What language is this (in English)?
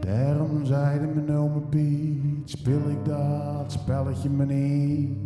Zeelandic